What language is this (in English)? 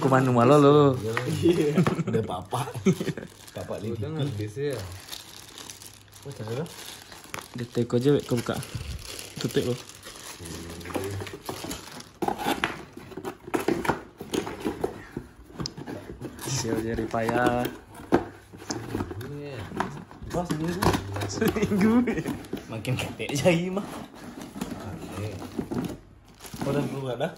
Indonesian